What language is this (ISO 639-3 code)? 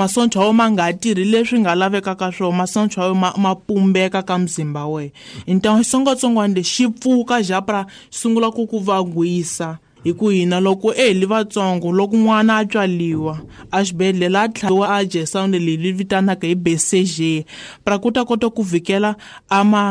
tso